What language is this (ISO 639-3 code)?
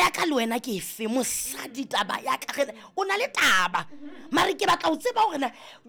sot